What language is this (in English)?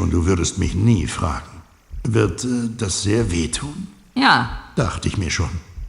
Bavarian